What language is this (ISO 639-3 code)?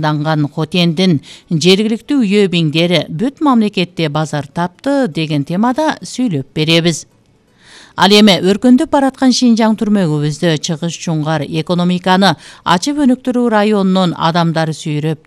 kir